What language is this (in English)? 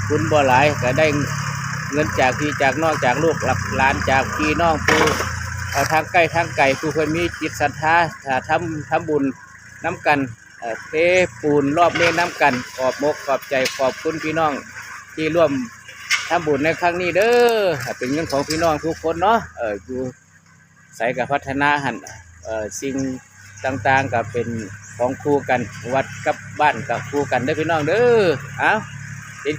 Northeastern Thai